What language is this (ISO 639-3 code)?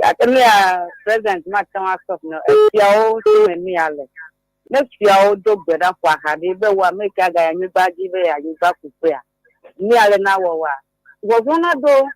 ewe